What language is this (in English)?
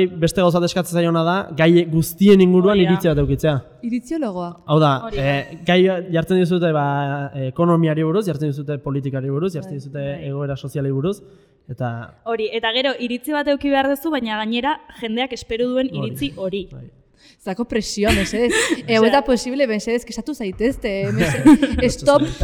Basque